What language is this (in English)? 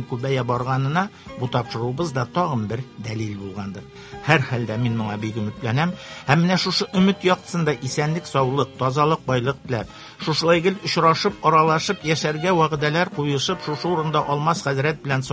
Tatar